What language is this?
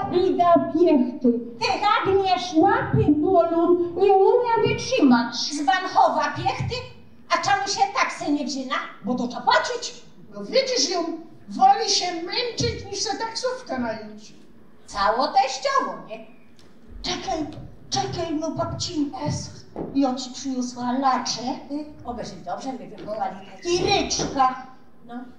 Silesian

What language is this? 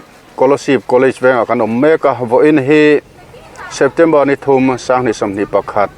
Mizo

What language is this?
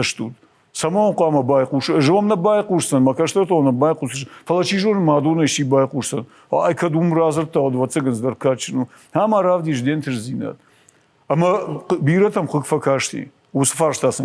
Ossetic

